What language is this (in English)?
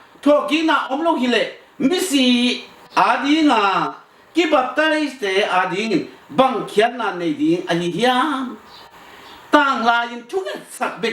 Tedim Chin